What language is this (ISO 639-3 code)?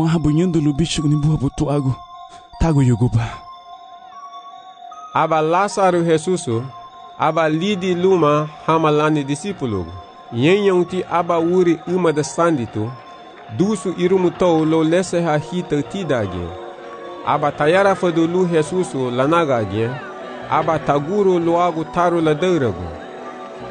cab